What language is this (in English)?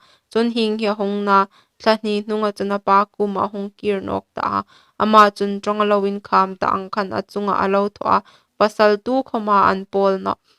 Hmar